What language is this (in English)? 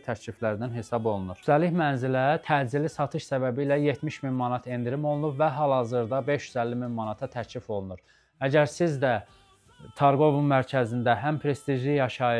Azerbaijani